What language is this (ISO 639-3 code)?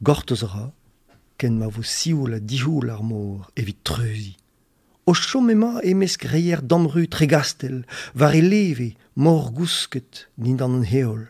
bre